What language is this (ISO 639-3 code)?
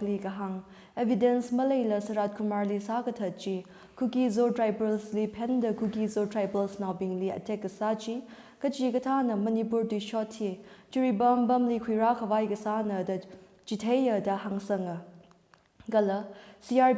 nmf